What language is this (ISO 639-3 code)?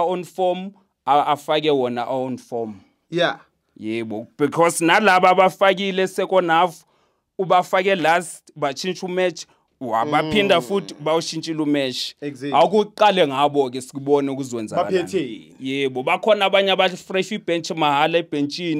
zul